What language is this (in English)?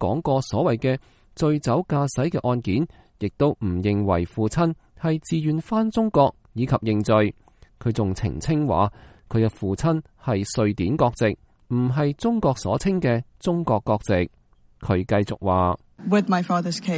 Cantonese